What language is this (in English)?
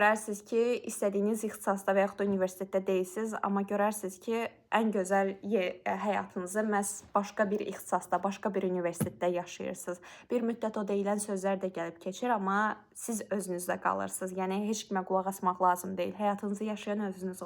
Azerbaijani